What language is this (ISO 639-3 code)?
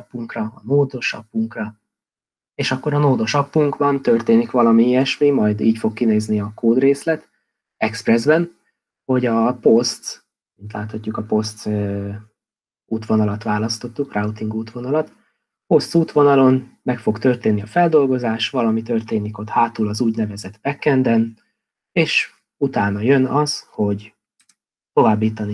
hun